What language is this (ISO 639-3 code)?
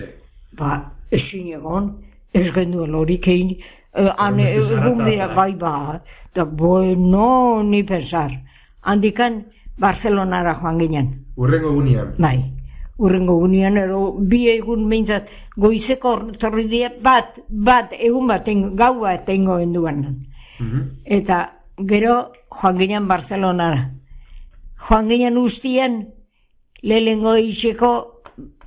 eus